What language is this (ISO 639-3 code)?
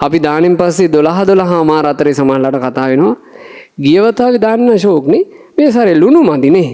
sin